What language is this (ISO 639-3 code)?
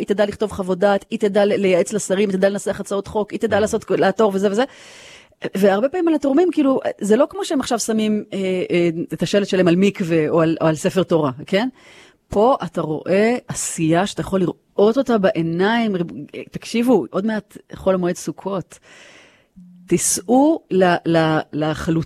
heb